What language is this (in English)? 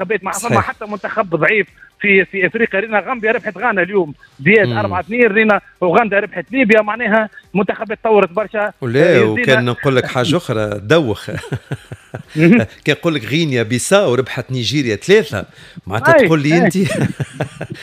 Tunisian Arabic